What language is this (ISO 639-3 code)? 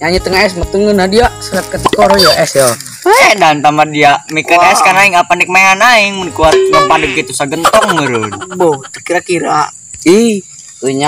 sun